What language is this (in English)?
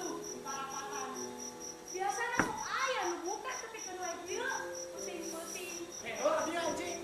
Sundanese